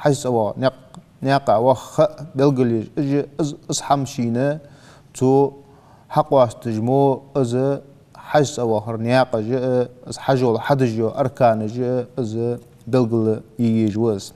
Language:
Ingush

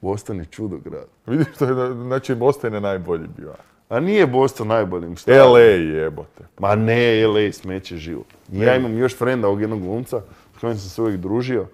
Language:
Serbian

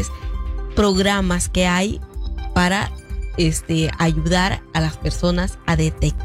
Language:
Spanish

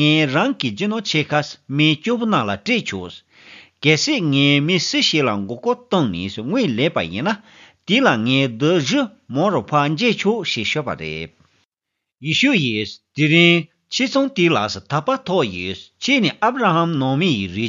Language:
Tibetan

